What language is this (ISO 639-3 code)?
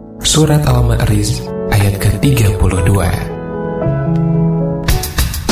ind